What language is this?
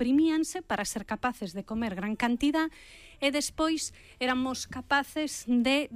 Galician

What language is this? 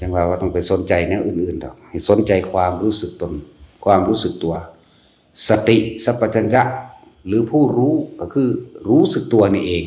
Northeastern Thai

